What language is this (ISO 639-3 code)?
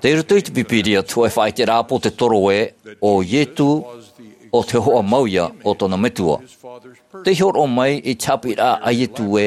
tah